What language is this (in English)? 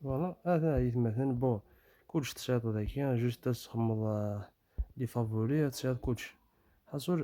Kabyle